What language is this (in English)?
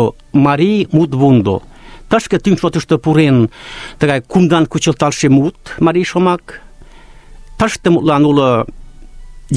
Mari